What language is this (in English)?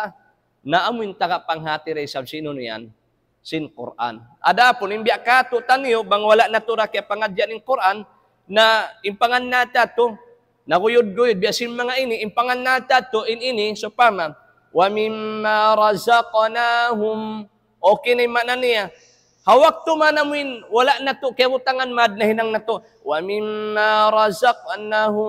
Tausug